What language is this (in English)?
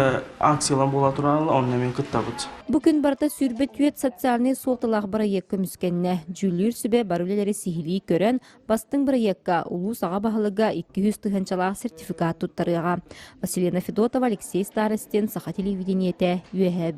Yakut